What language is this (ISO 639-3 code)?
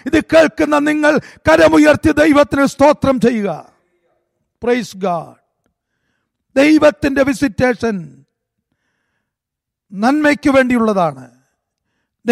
mal